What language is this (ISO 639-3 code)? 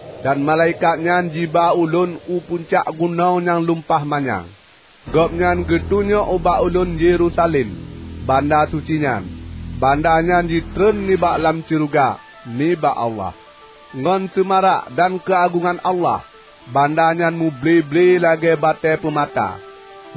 ace